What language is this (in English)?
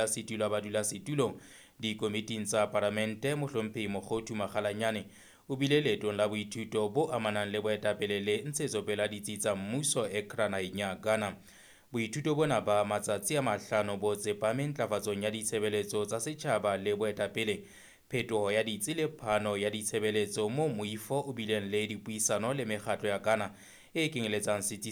Southern Sotho